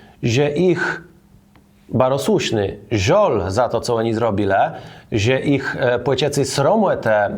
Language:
Kashubian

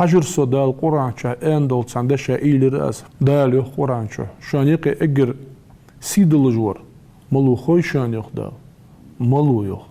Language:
Ingush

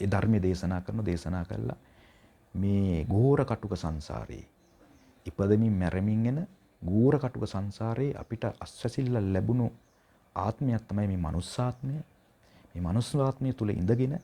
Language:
Sinhala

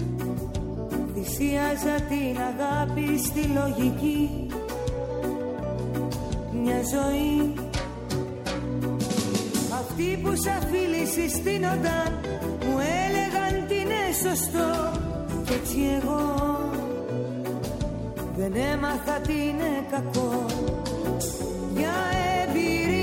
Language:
Greek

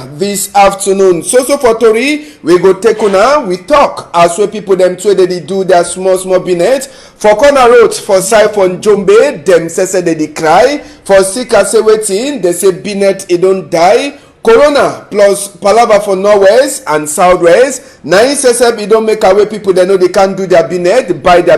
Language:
Cameroon Pidgin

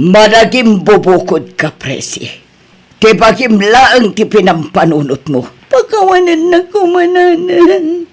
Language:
Iloko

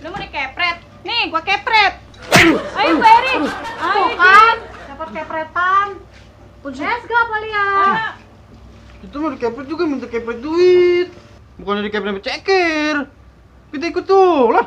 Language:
Betawi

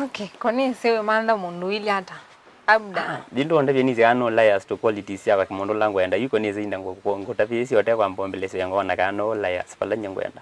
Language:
Kamba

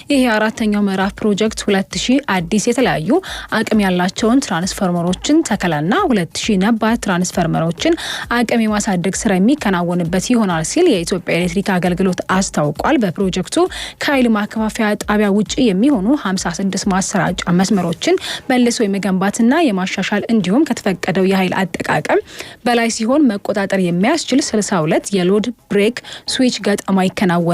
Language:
Amharic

